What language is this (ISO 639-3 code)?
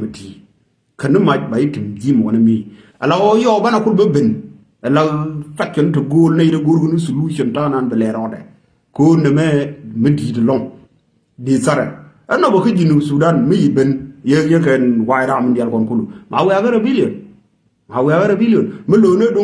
nus